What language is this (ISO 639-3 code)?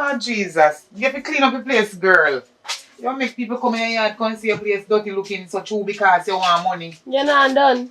jam